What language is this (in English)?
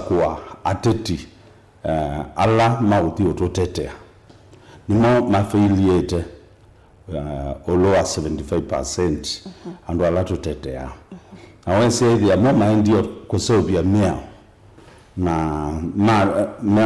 Kamba